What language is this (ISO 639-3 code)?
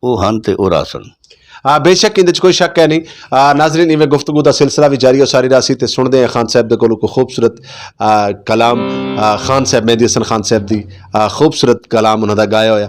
skr